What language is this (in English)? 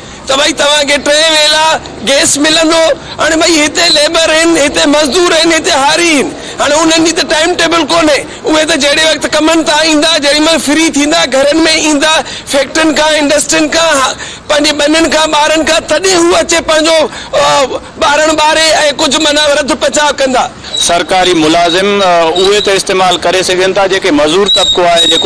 Sindhi